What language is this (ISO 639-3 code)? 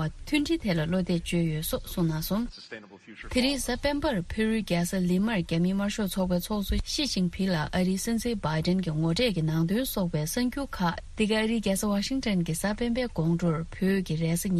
bod